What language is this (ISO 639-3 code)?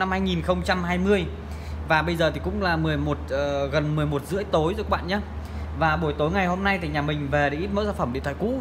vie